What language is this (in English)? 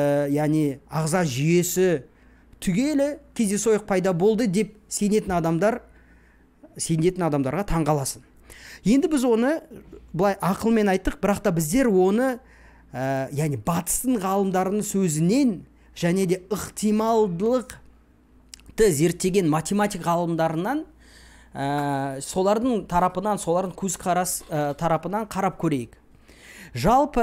Kazakh